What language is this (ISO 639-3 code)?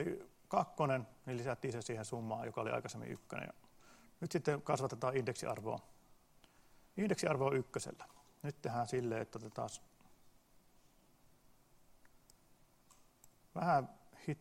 fin